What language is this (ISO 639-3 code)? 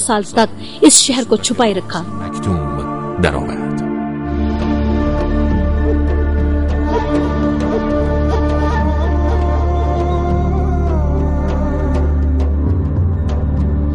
urd